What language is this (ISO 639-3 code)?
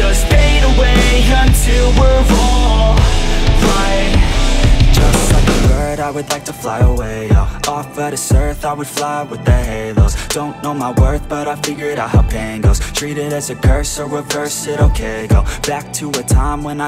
eng